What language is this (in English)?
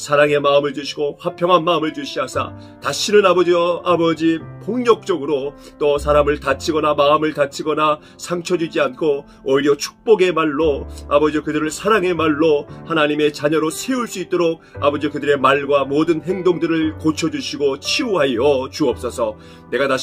Korean